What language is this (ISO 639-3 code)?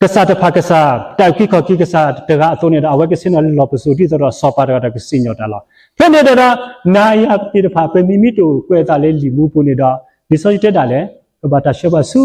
ksw